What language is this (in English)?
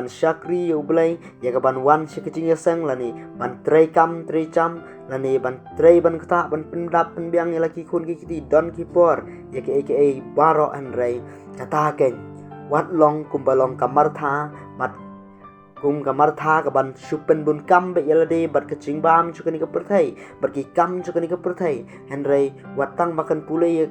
Khasi